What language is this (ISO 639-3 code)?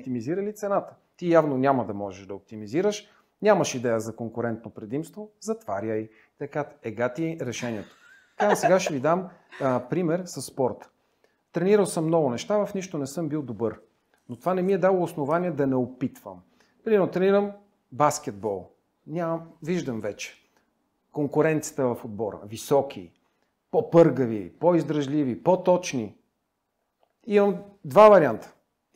bul